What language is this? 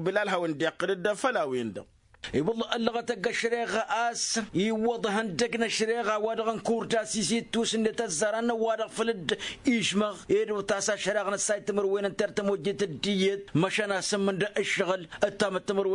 Tamasheq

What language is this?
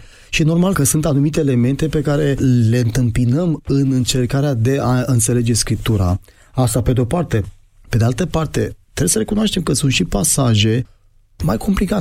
Romanian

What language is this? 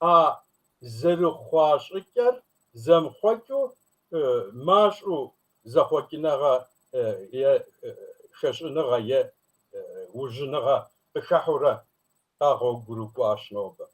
Kabardian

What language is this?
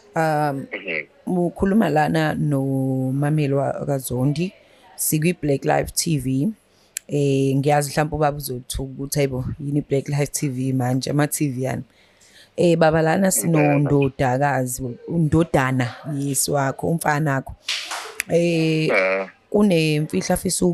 Zulu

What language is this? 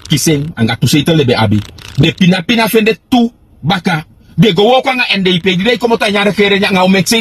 Sranan Tongo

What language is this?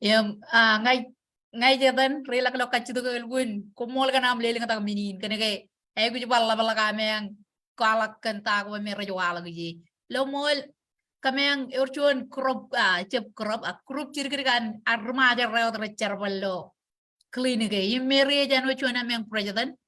Marshallese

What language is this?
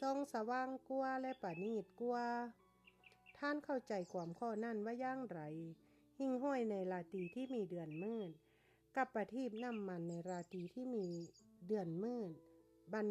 Lao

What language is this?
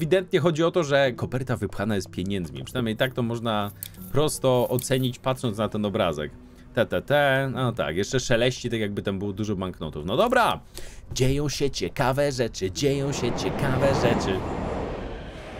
Polish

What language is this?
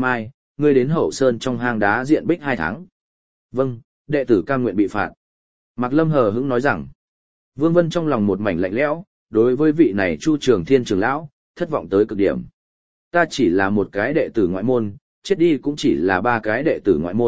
Vietnamese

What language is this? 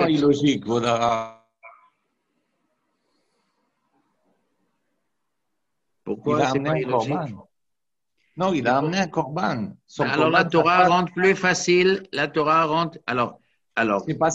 French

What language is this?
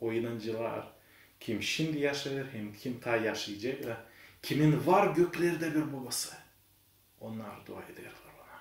Gagauz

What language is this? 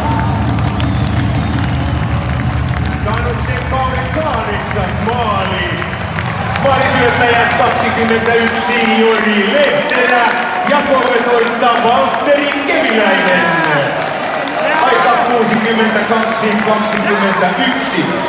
Finnish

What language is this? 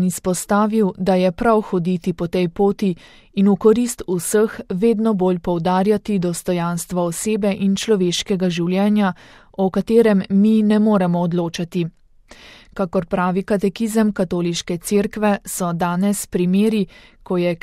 Slovenian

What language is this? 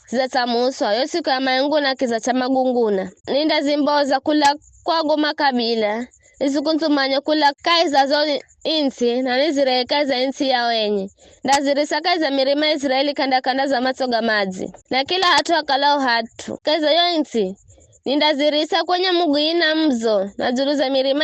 Giryama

